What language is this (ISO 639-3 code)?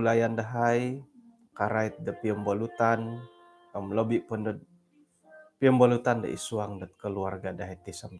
dtp